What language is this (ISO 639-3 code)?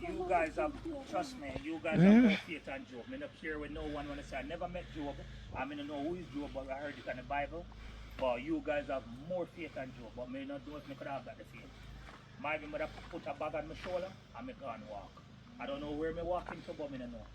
jam